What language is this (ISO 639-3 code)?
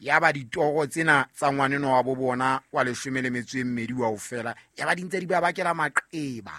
sot